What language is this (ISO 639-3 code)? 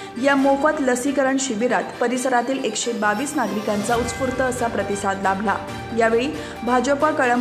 mar